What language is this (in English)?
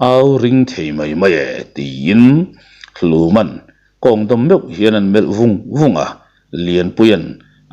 Mizo